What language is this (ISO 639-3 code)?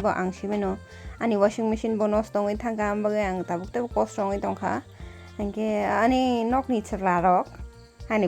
trp